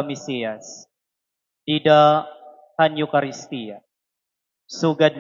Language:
Waray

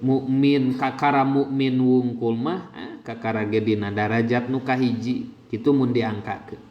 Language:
Sundanese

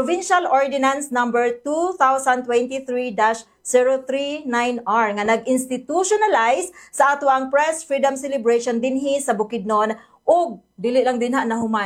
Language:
Cebuano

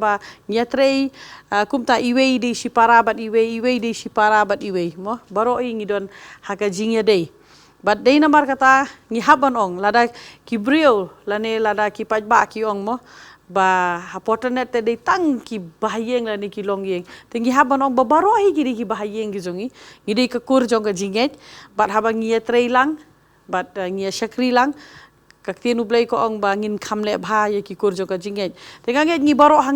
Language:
Khasi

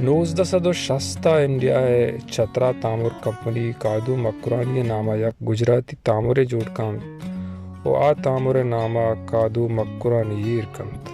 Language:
Baluchi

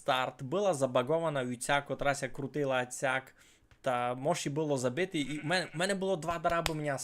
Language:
Rusyn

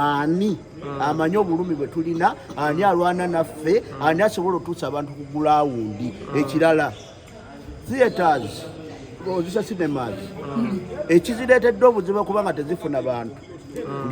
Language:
Ganda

